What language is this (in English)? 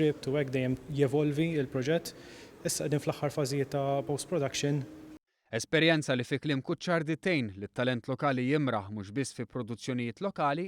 Maltese